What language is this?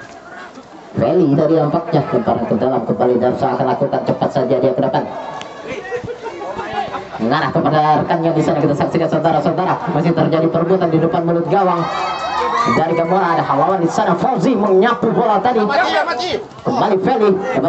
Indonesian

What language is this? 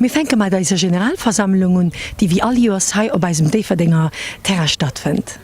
Luxembourgish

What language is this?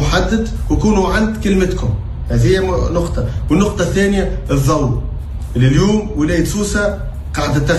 Tunisian Arabic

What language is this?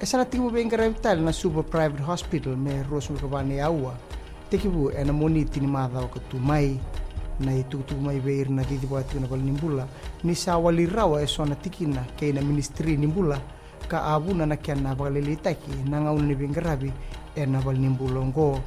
Fijian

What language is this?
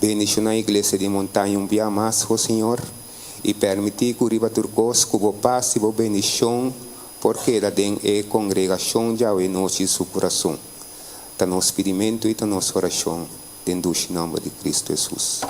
Papiamento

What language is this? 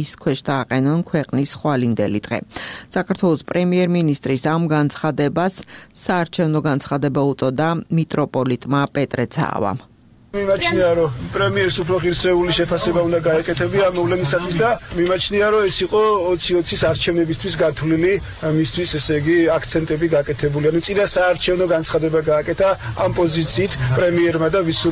Georgian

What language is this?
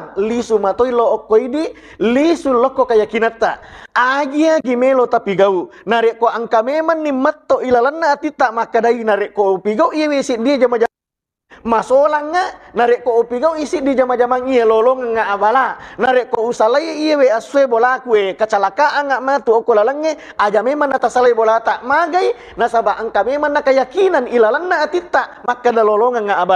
Buginese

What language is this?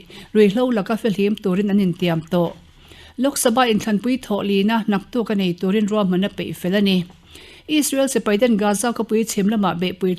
Mizo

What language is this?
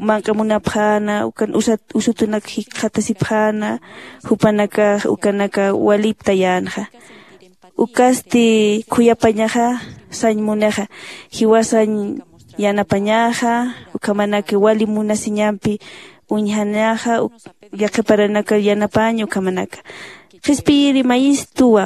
Aymara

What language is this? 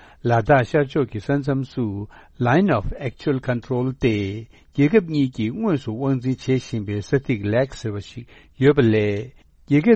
Tibetan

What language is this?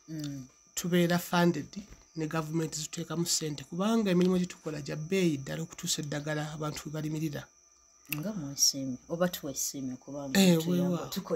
Ganda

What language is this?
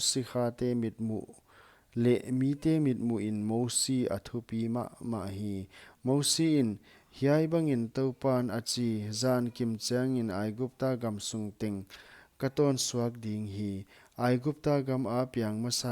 Paite Chin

